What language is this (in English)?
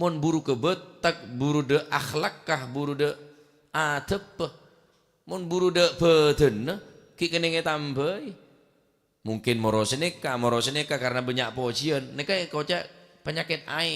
Madurese